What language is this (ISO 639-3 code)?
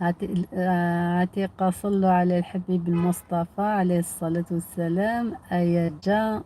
arq